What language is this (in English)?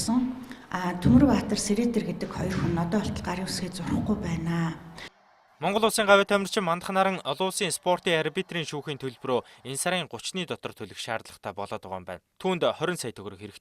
Mongolian